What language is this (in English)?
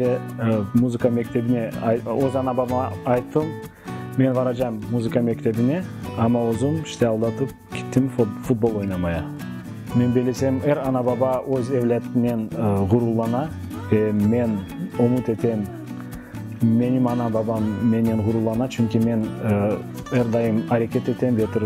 Crimean Tatar